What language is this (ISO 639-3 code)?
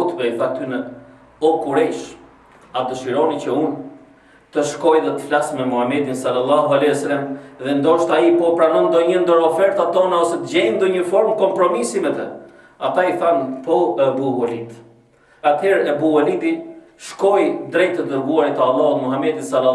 sqi